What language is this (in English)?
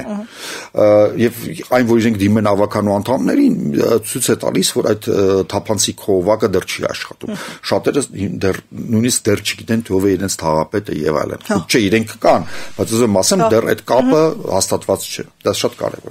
Armenian